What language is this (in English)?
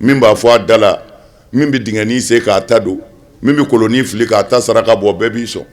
Bambara